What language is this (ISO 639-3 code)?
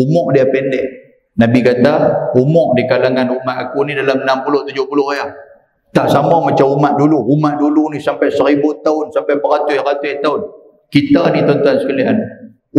msa